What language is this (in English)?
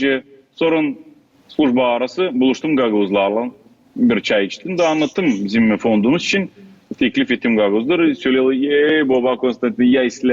Gagauz